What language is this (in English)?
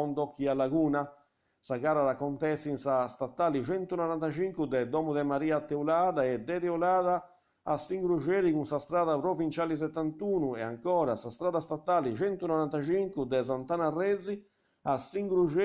Sardinian